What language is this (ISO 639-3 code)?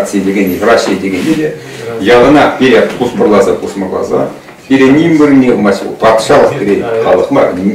chv